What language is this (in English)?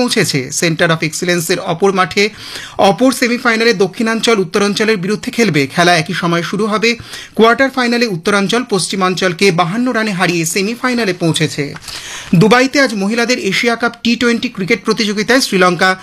Bangla